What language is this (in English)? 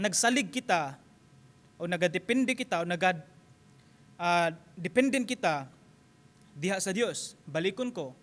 Cebuano